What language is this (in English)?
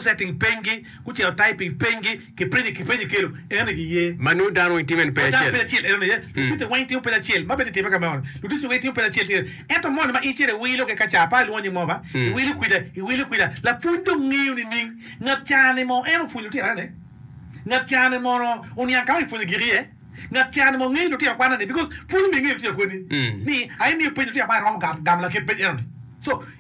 Acoli